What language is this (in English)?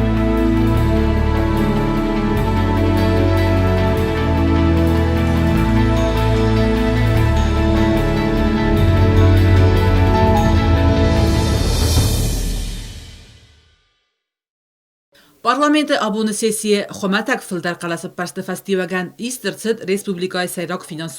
Ossetic